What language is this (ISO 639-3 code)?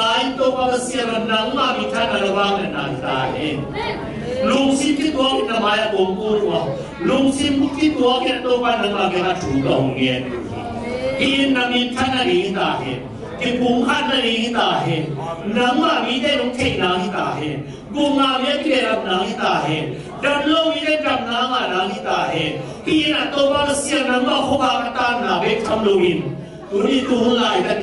ctd